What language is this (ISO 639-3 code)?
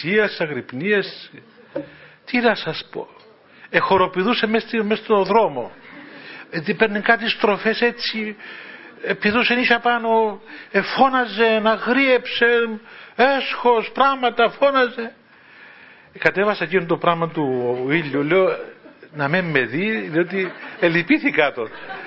ell